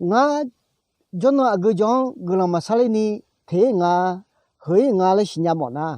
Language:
Akha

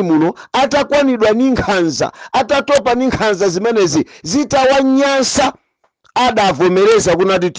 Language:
Nyanja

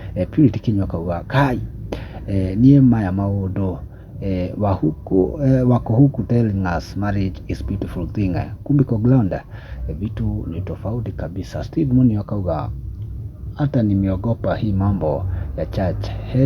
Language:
Kikuyu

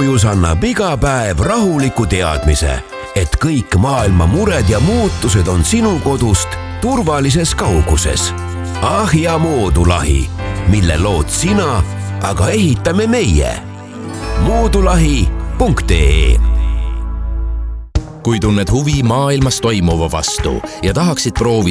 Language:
Estonian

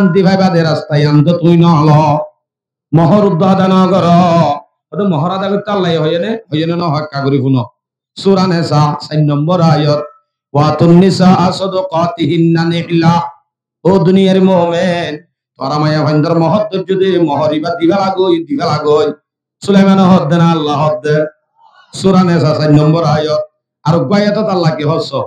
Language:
Rohingya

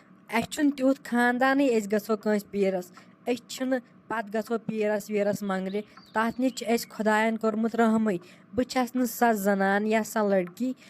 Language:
Kashmiri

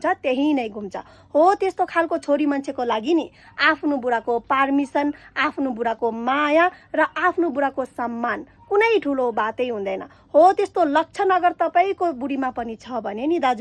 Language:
Nepali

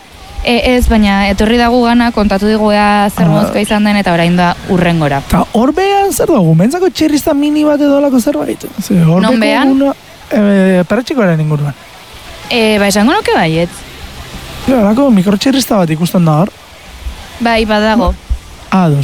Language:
Basque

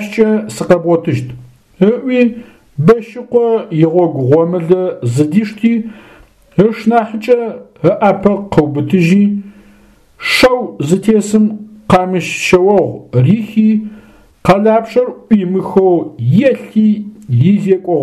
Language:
Adyghe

